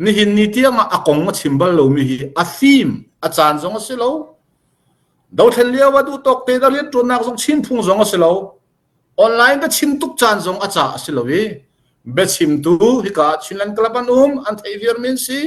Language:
Hakha Chin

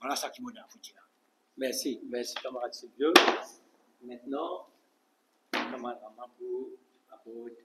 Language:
Morisyen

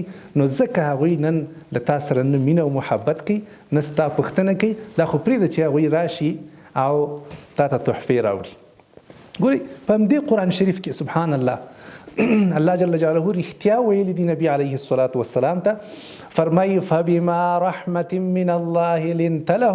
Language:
Pashto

